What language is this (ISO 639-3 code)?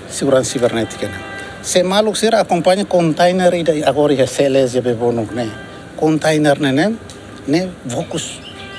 tet